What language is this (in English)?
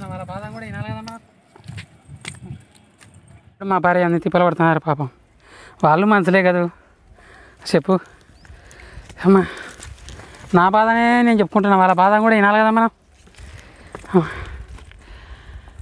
Telugu